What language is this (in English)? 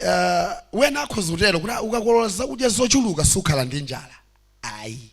Nyanja